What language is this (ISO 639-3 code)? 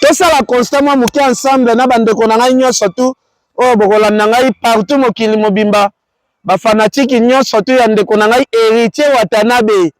lin